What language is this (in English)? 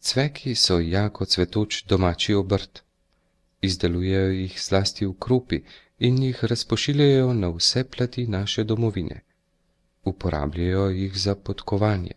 Slovenian